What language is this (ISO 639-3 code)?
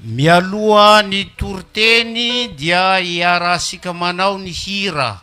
mlg